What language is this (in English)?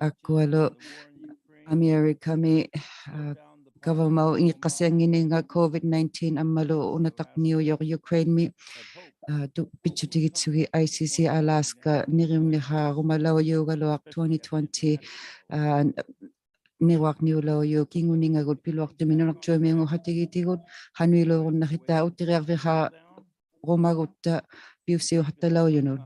Inuktitut